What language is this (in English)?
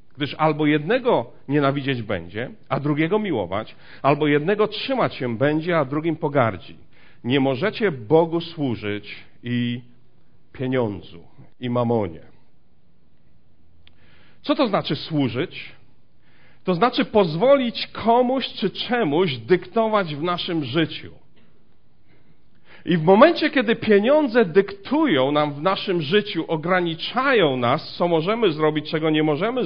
Polish